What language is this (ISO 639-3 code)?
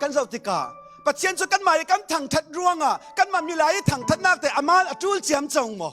cfm